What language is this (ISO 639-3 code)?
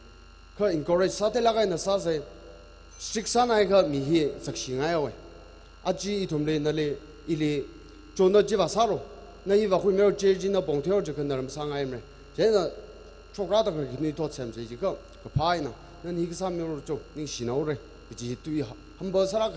nmf